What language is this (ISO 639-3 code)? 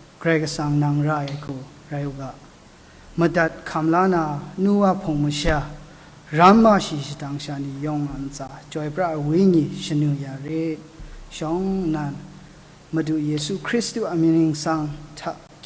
kac